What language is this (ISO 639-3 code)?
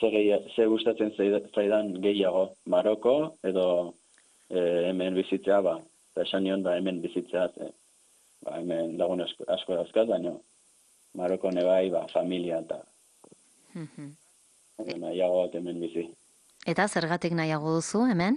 eus